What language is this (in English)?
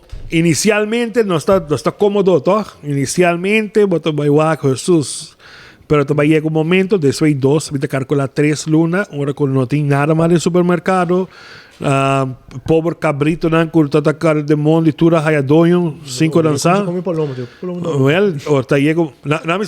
Papiamento